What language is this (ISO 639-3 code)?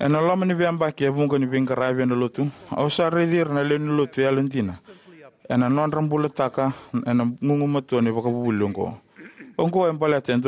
fij